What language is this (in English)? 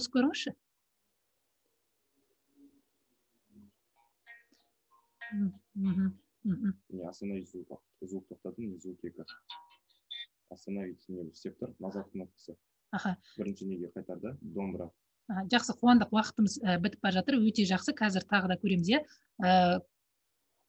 Kazakh